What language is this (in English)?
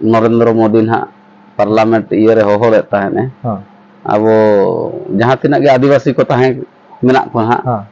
Santali